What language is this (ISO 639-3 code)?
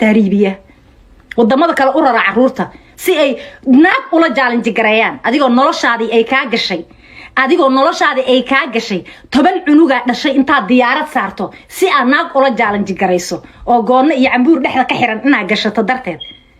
som